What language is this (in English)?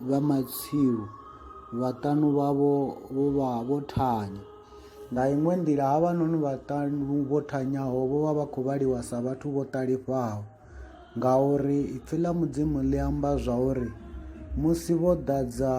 Venda